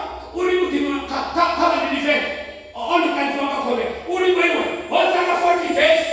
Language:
Venda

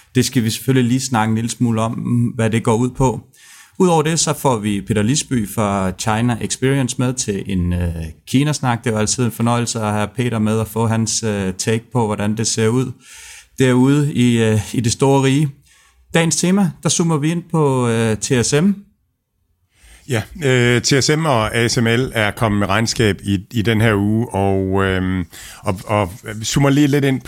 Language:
Danish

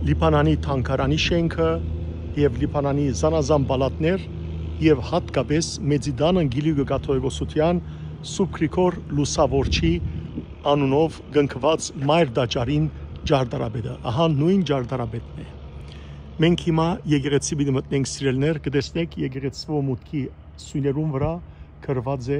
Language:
Western Armenian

